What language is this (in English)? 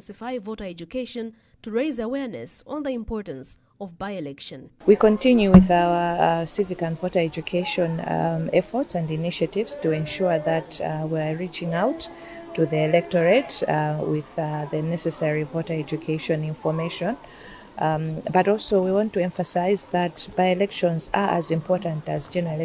English